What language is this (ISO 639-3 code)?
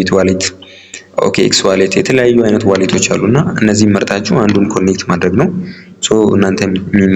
amh